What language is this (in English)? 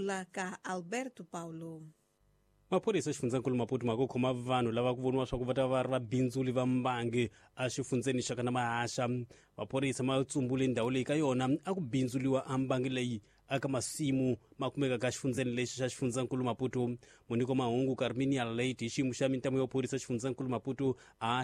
Tsonga